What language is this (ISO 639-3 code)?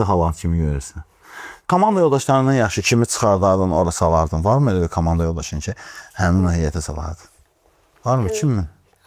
aze